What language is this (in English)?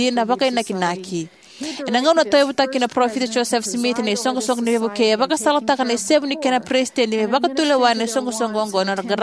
Fijian